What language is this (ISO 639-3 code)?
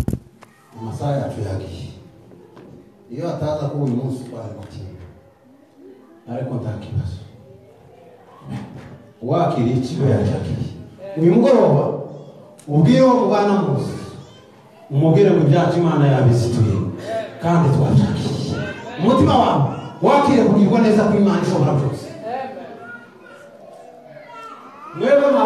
kin